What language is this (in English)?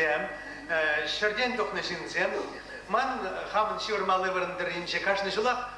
Chuvash